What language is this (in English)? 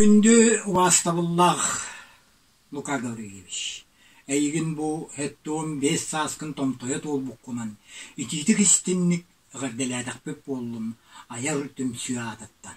Yakut